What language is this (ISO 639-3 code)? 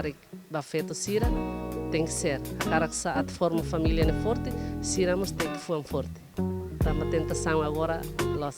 tet